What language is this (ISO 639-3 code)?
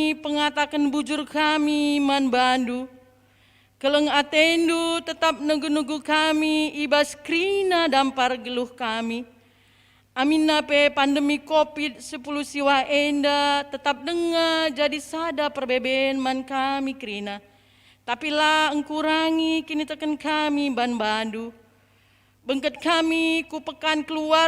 btx